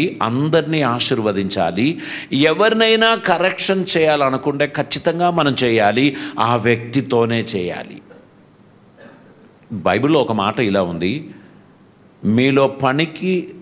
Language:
Telugu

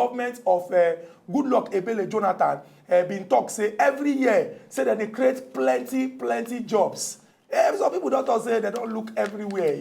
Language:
Nigerian Pidgin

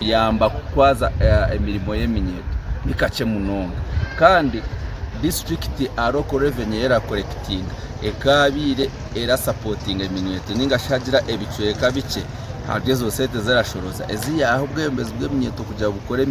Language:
Nyankole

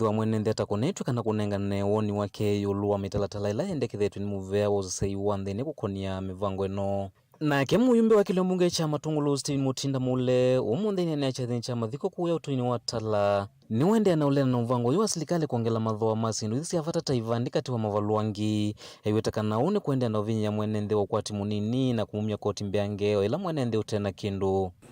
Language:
Kamba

